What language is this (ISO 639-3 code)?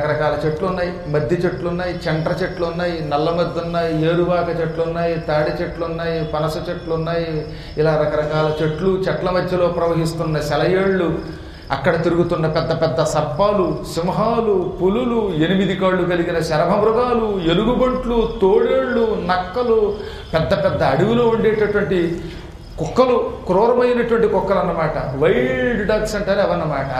tel